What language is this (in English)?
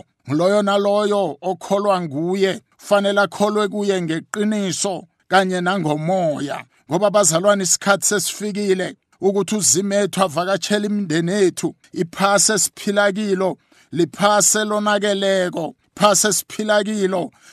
South Ndebele